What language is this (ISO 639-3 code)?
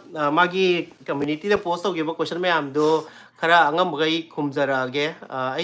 mni